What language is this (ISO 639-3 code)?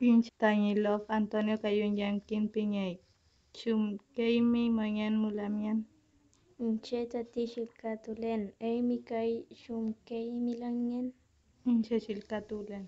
arn